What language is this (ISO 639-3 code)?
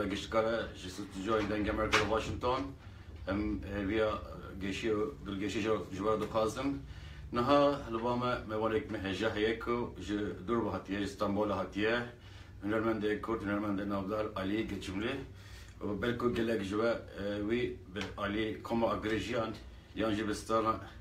kur